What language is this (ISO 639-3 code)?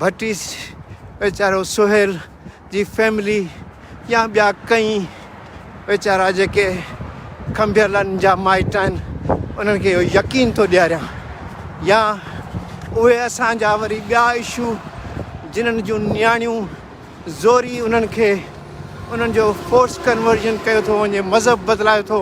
snd